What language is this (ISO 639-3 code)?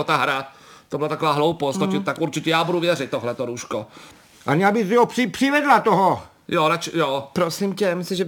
ces